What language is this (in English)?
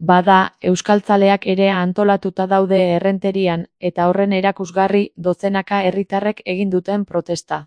Basque